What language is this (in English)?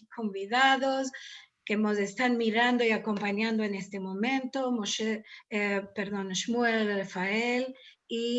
Ladino